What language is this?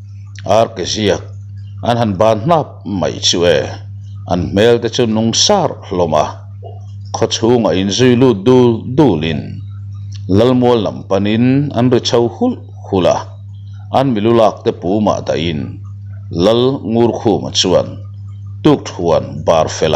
Mizo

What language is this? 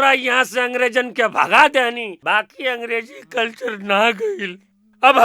Bhojpuri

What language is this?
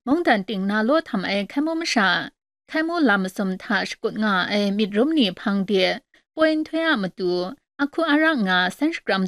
Kachin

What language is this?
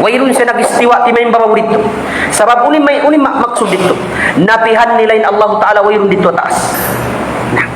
Tausug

